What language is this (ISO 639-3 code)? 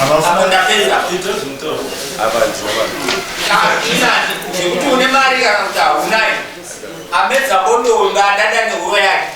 sna